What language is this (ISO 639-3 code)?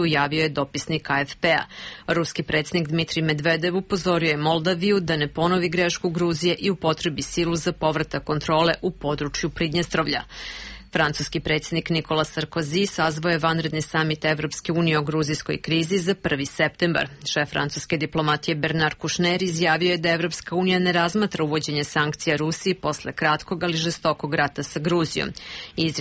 srp